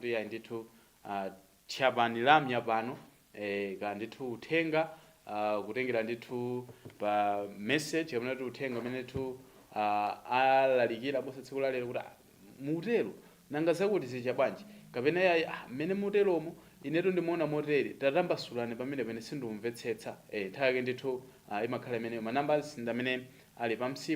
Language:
Nyanja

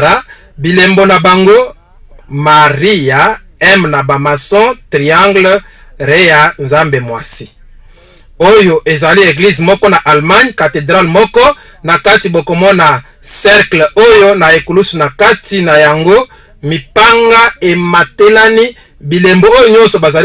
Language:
Lingala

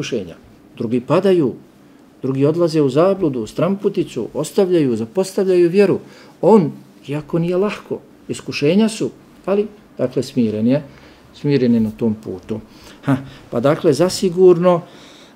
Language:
Bosnian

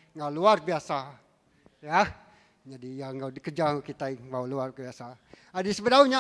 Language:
Iban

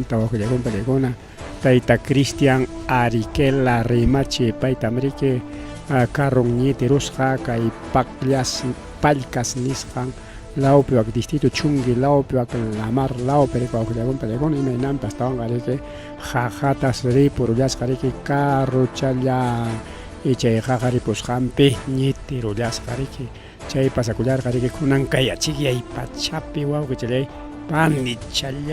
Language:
Ayacucho Quechua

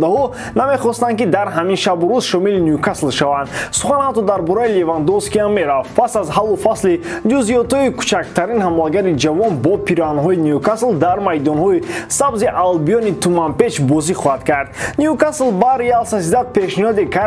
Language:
Tajik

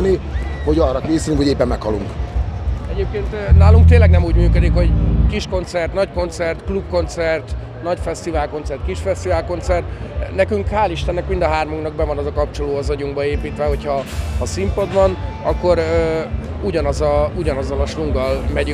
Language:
Hungarian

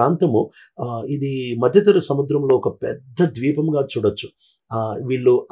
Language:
Telugu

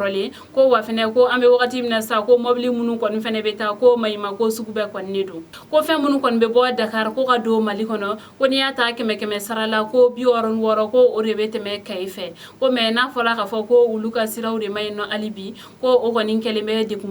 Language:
Bambara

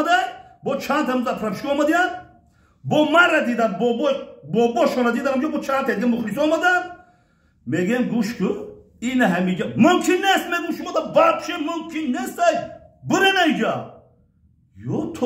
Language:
Tajik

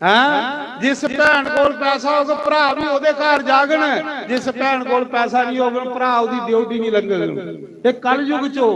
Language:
Dogri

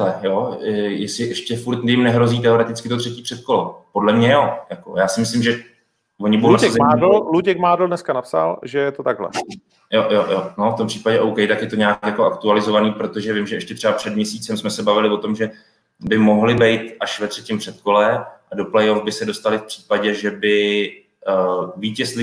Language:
Czech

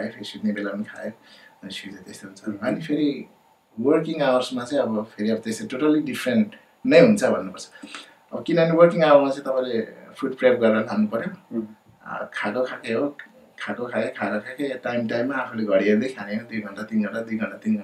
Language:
Nepali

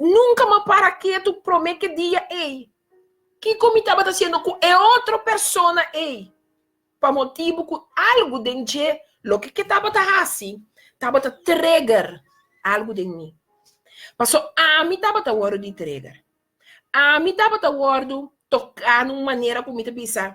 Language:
Papiamento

